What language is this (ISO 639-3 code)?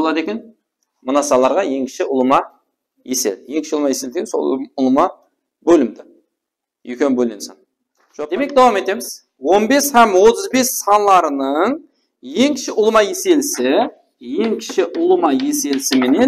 kaa